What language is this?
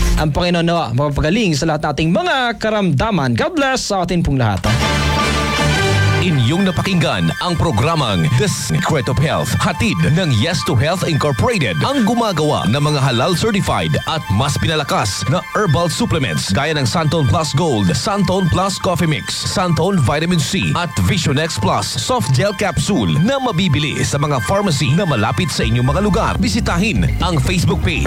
Filipino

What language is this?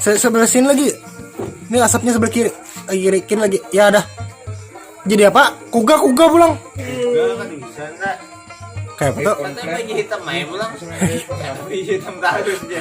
Banjar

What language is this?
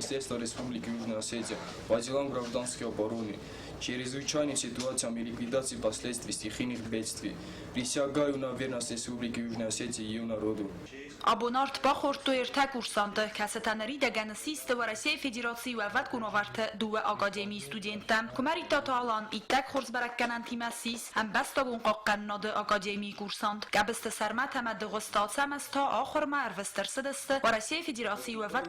Ossetic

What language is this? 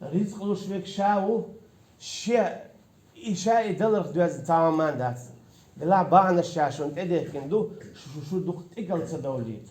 Chechen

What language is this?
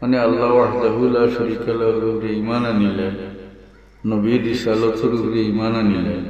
Sylheti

